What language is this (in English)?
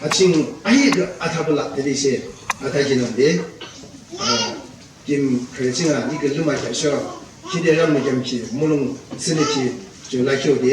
Yimchungru Naga